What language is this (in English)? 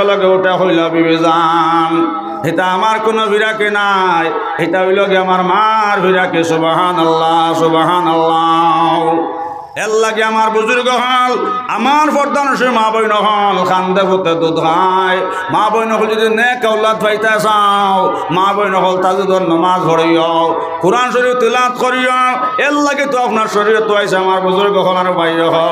Sylheti